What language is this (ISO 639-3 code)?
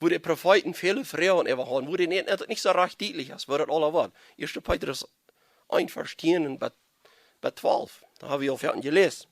pdt